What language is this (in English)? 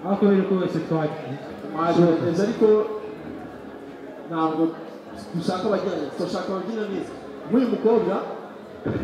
Kinyarwanda